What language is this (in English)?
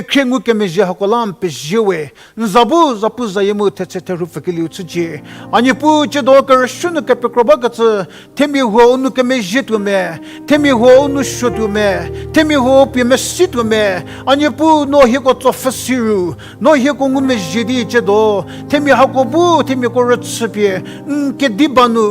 Angami Naga